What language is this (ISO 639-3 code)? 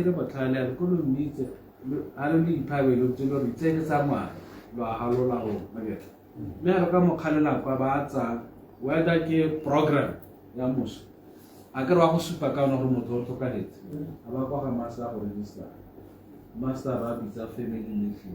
tsn